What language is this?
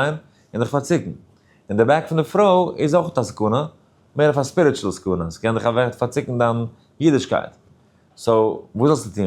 Yiddish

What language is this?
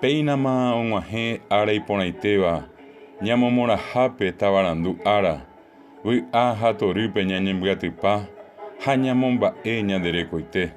Guarani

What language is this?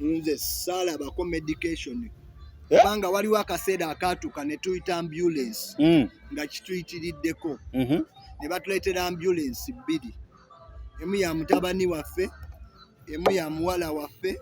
Ganda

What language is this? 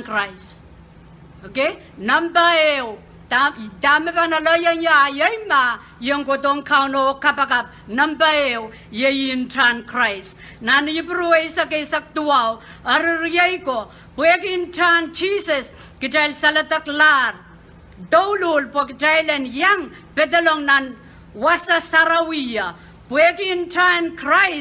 Pohnpeian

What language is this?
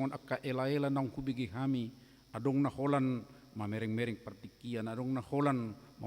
Batak Toba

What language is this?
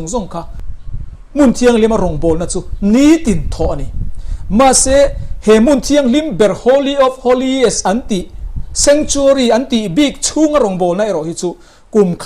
Mizo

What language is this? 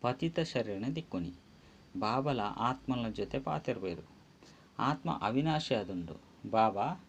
Tulu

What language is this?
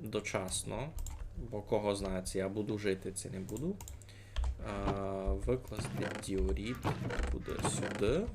Rusyn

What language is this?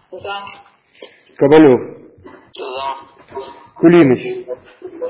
Ukrainian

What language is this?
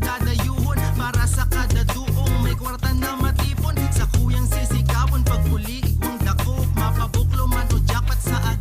Bikol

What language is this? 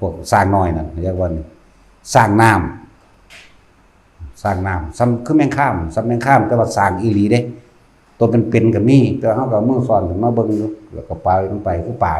Northeastern Thai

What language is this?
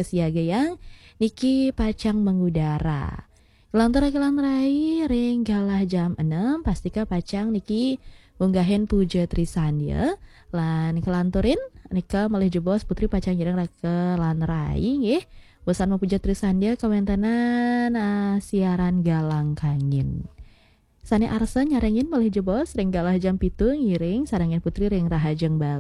Balinese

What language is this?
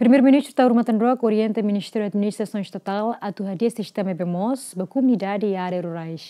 Tetum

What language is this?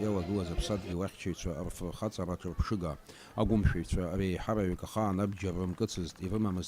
Abkhazian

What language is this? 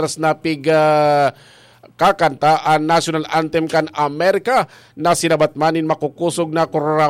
Bikol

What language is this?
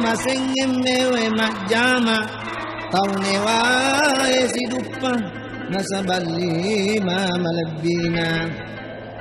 Buginese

